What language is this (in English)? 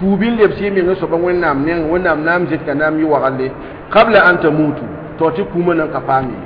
Mossi